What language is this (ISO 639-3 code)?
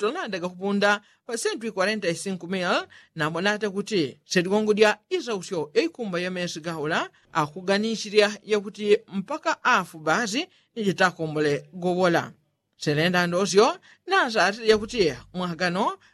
yao